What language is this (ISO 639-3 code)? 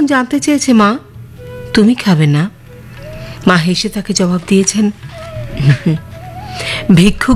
ben